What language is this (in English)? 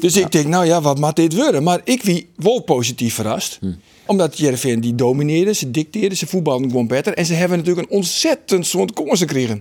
Western Frisian